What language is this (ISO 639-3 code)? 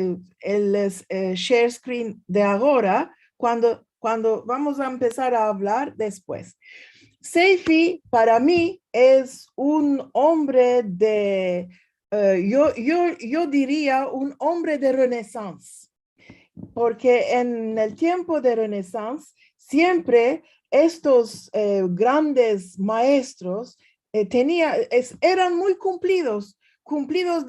lad